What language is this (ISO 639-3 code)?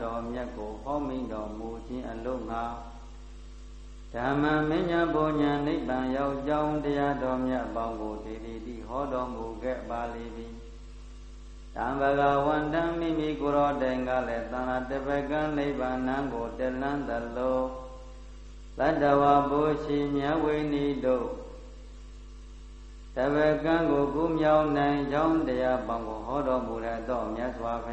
mya